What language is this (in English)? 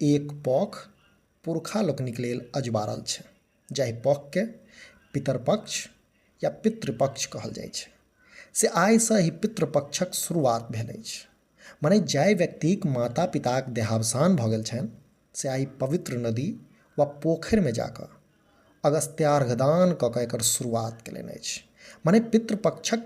Maithili